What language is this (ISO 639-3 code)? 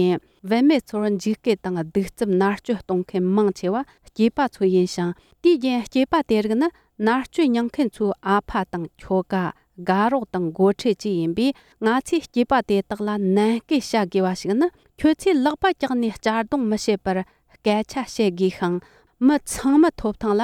bod